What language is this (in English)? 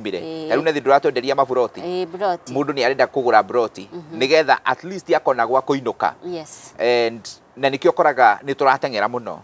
Kikuyu